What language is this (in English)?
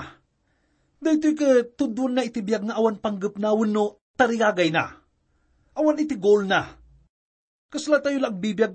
Iloko